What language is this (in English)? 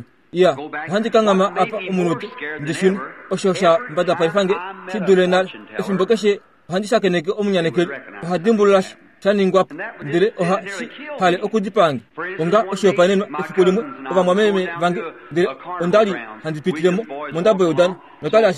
Kuanyama